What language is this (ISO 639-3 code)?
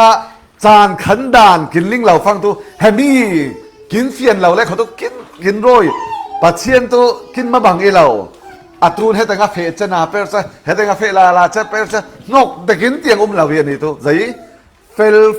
cfm